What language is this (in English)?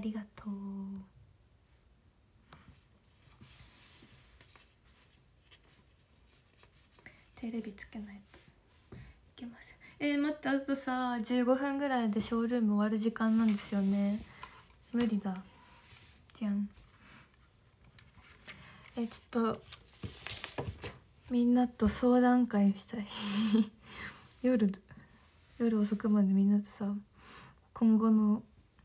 Japanese